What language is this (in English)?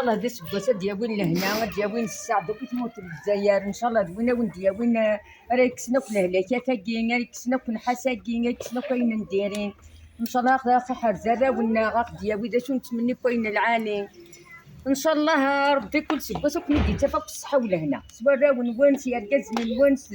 Kabyle